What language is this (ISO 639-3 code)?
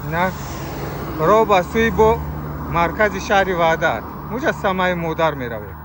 tgk